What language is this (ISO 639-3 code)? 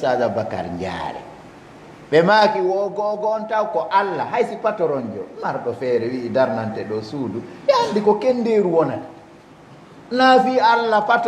ful